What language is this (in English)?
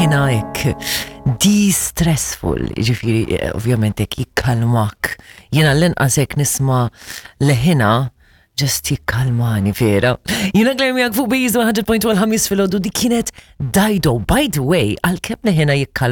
Maltese